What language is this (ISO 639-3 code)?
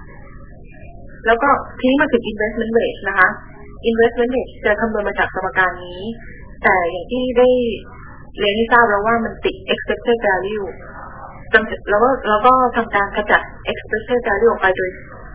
tha